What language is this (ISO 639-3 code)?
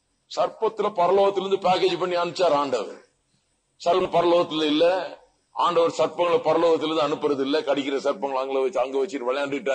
tam